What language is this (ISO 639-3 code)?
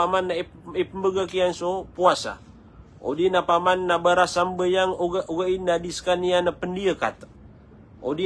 mrw